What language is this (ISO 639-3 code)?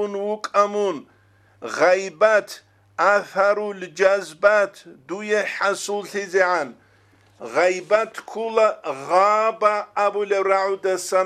ava